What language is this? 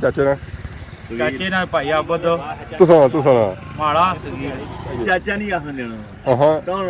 Pahari-Potwari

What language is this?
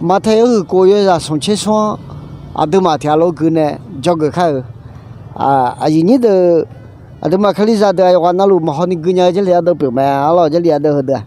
Akha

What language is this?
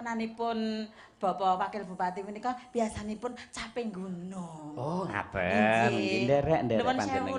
Javanese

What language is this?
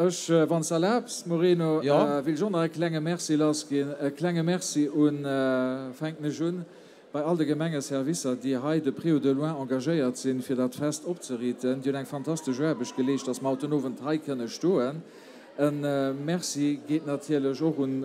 Luxembourgish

